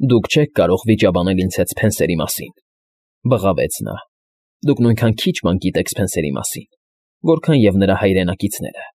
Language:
Armenian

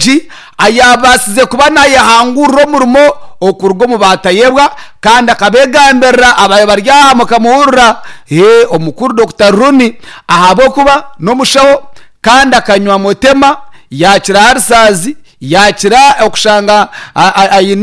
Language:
Nyankole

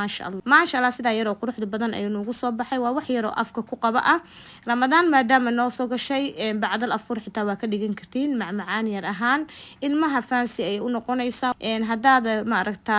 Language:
Somali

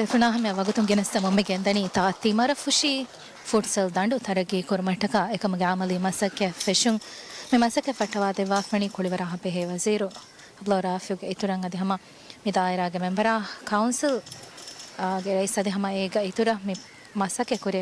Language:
Divehi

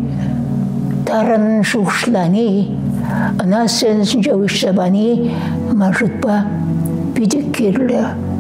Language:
Chuvash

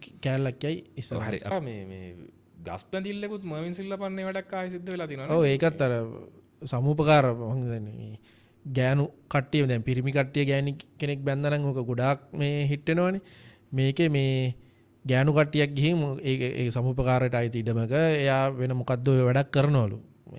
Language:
Sinhala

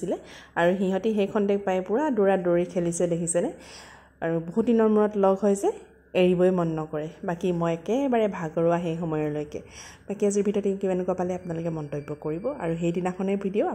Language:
Assamese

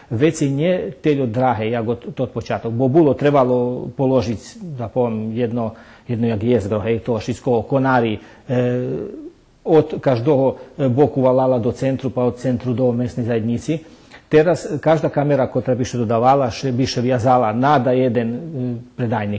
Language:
Rusyn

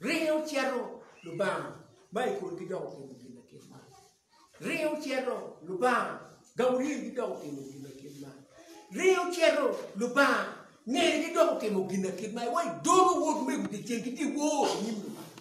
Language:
Acoli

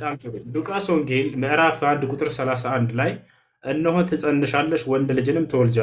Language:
Amharic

